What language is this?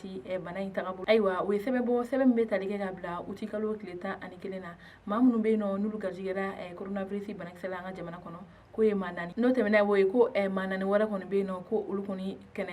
Bambara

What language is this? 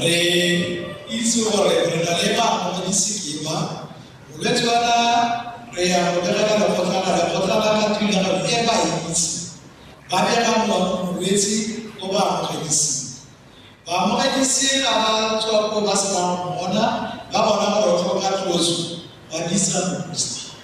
Tswana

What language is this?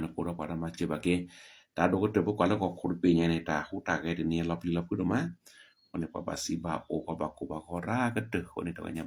S'gaw Karen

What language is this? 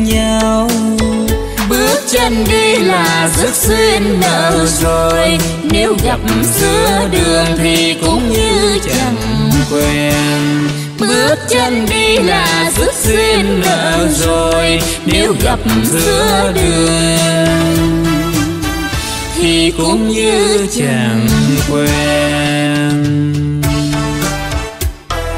Vietnamese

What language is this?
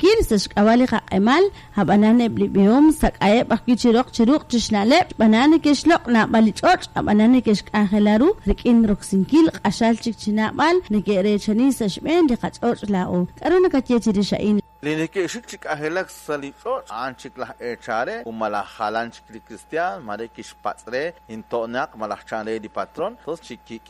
Kekchí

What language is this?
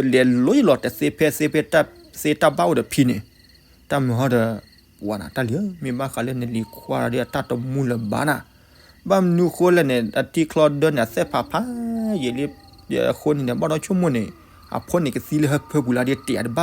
S'gaw Karen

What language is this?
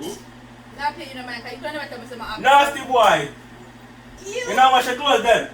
Jamaican Creole English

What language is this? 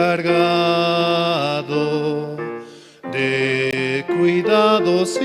South Bolivian Quechua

